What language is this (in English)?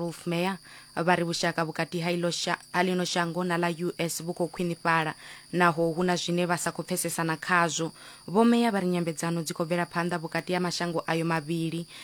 Venda